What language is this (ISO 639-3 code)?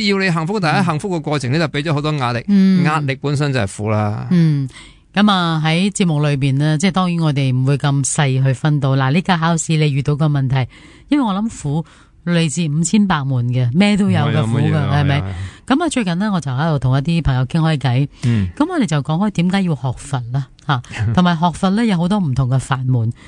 yue